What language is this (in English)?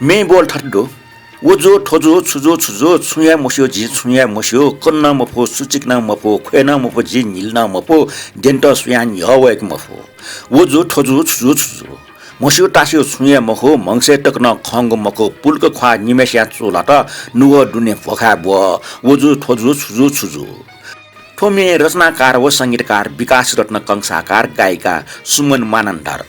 Newari